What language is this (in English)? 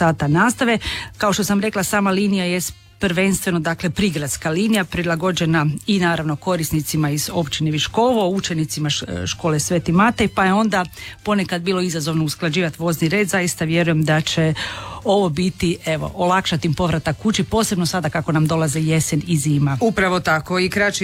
Croatian